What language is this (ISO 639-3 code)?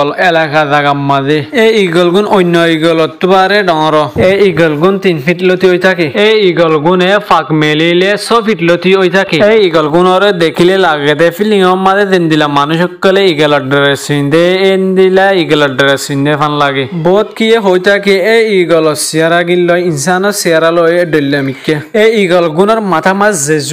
rhg